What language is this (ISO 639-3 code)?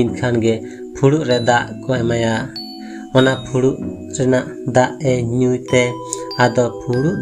sat